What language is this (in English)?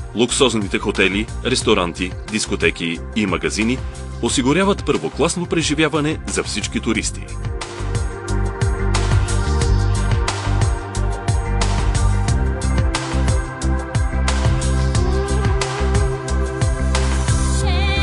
Bulgarian